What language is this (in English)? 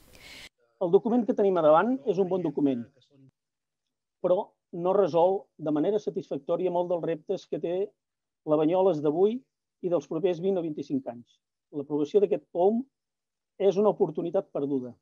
Catalan